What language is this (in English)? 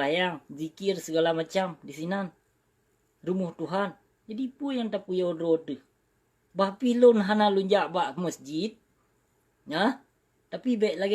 Achinese